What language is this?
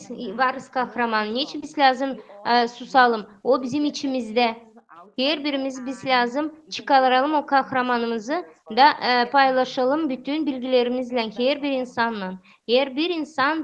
Gagauz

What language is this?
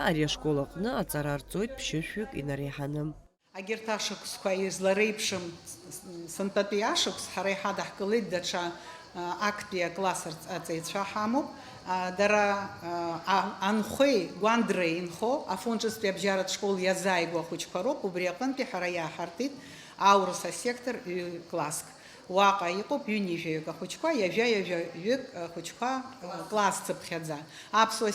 Abkhazian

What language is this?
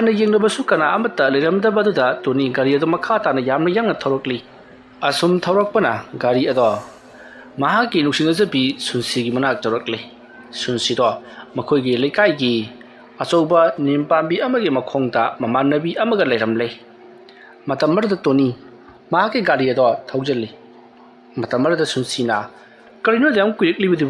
Manipuri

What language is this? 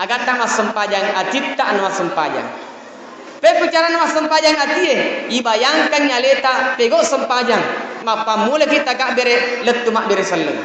Buginese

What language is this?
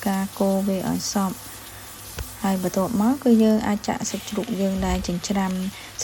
Khmer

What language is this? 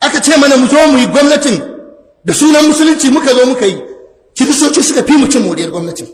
Hausa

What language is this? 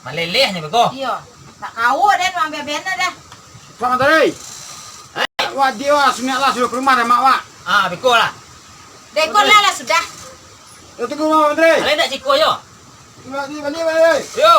Minangkabau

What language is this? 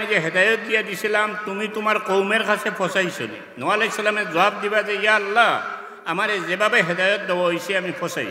Sylheti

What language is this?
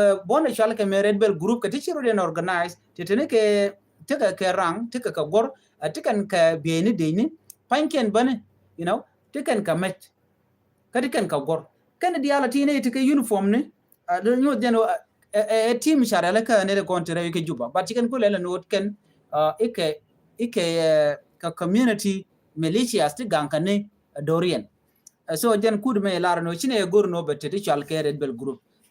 Nuer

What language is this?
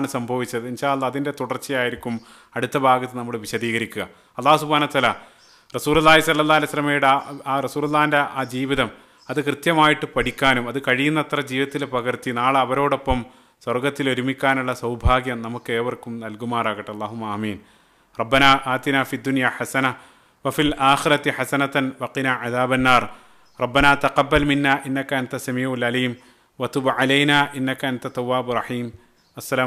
Malayalam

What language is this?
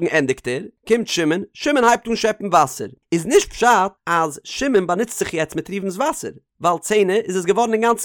Yiddish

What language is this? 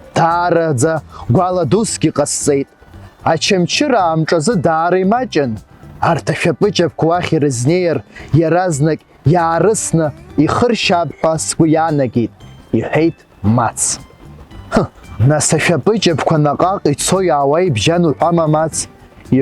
Abkhazian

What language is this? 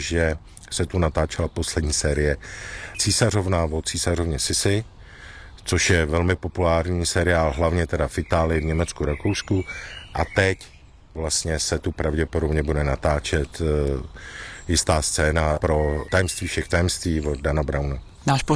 Czech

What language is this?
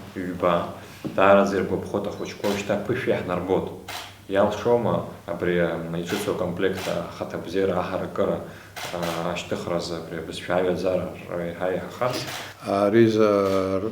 Abkhazian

